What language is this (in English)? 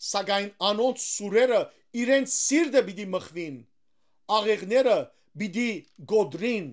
Western Armenian